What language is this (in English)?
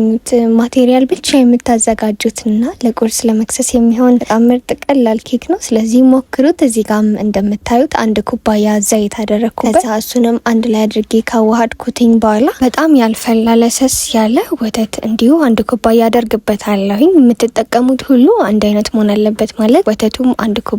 Amharic